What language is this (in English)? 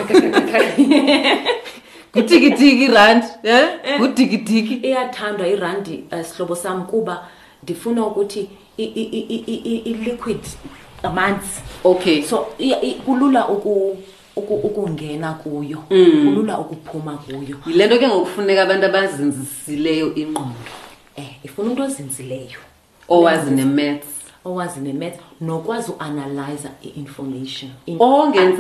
Xhosa